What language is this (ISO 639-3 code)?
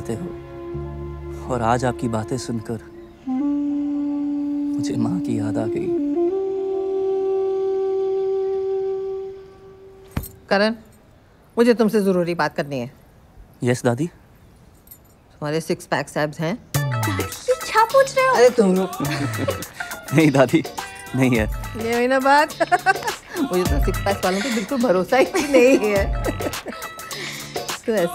hin